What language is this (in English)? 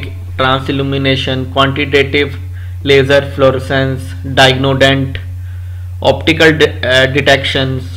English